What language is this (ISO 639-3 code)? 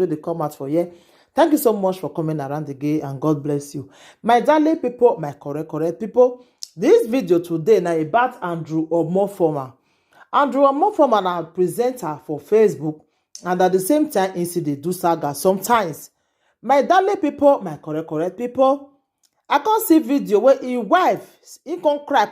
pcm